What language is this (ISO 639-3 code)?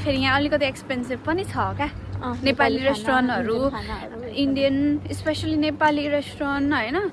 nep